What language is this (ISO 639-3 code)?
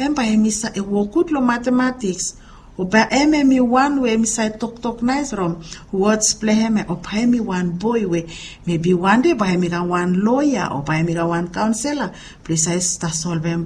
bis